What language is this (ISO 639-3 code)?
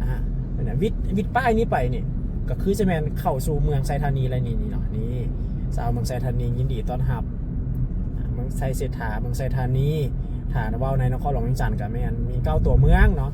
lao